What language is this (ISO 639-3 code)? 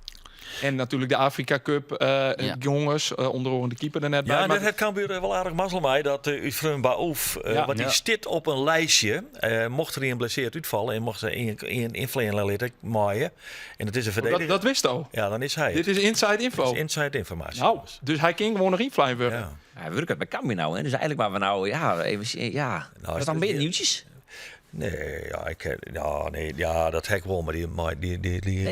fry